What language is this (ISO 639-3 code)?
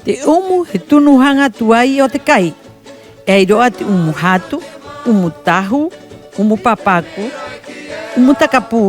rap